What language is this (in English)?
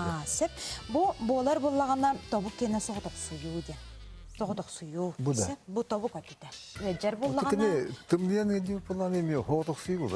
Yakut